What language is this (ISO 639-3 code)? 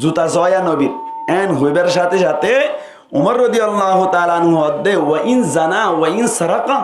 rhg